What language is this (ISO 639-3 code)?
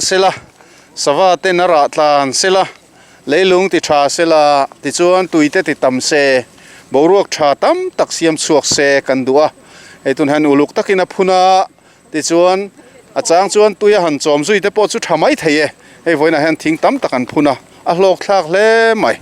lus